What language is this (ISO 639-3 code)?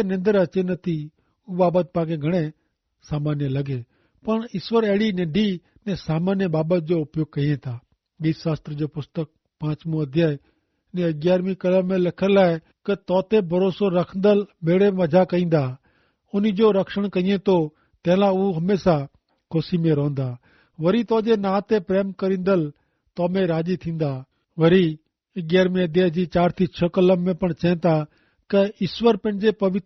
kfr